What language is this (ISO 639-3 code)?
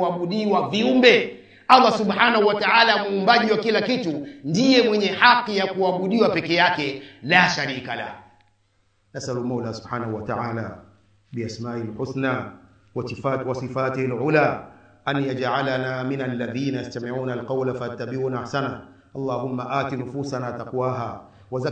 swa